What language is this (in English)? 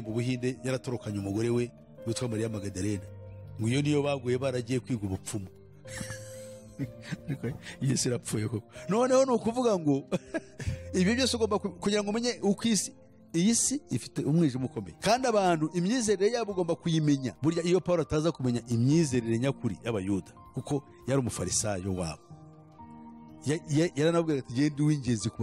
Kinyarwanda